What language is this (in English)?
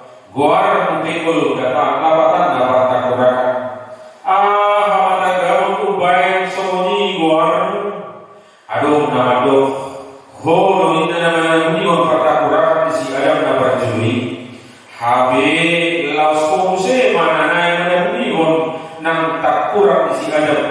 Batak Toba